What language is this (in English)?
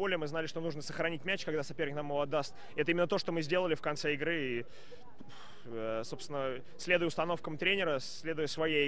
Russian